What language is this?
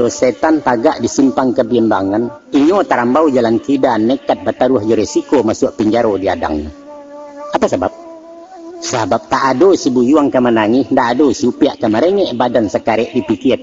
Minangkabau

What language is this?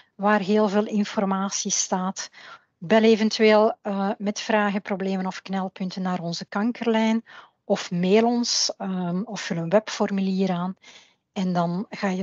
Dutch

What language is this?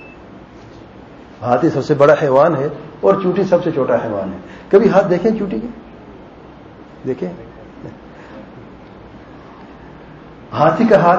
Urdu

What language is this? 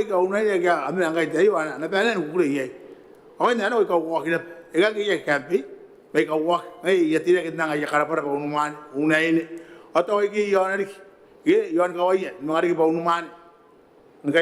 Gilbertese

